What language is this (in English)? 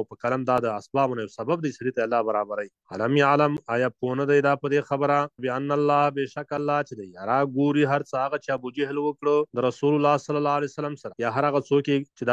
Pashto